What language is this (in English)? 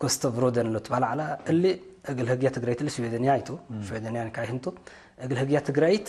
Tigre